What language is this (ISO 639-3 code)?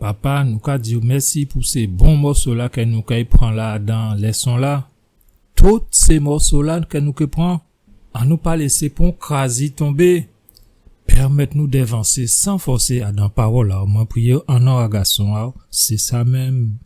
gcf